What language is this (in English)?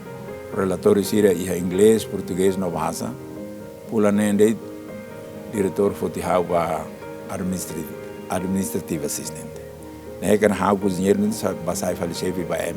Tetum